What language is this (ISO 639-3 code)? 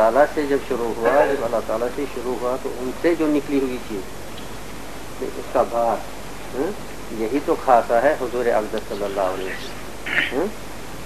urd